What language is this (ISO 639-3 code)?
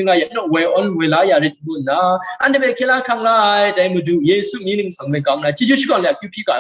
kac